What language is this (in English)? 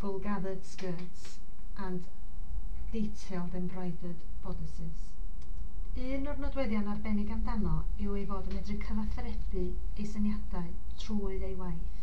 Welsh